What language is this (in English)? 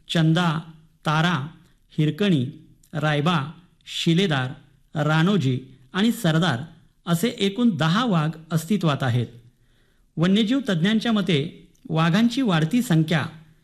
Marathi